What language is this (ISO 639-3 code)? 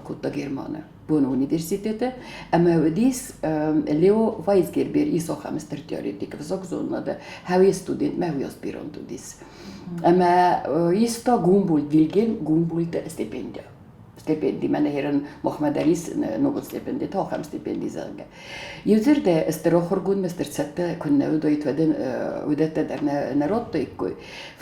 oss